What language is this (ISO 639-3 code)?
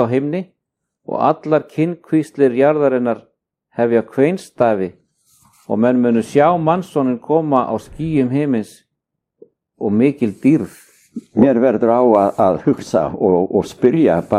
isl